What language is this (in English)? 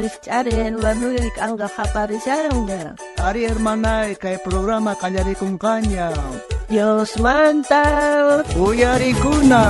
South Bolivian Quechua